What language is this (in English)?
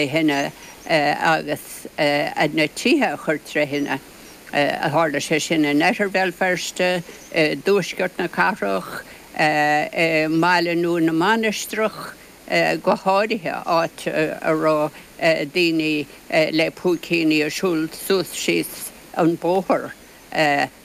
Irish